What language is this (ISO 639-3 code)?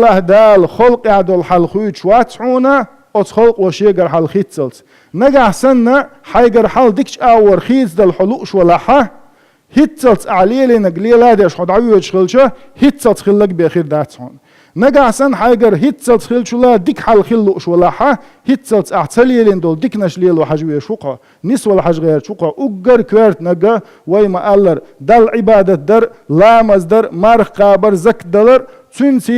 che